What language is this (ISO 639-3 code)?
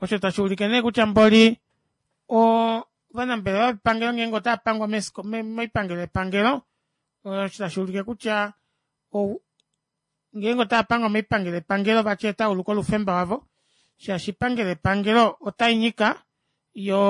kua